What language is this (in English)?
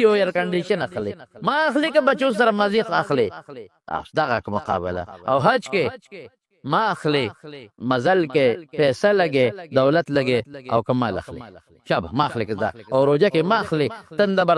Pashto